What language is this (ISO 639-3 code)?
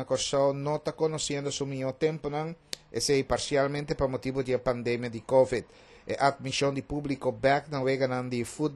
pap